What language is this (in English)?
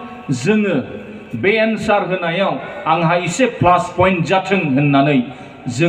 Bodo